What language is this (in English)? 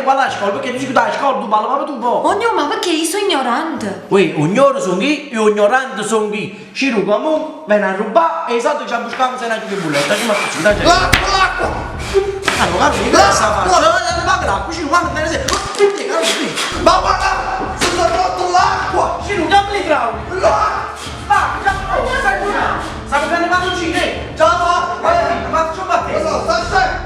Neapolitan